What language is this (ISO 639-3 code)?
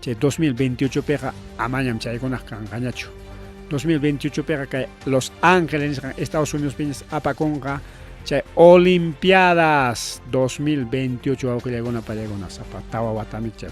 quy